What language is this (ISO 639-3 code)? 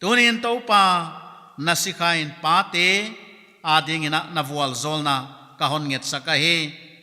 pck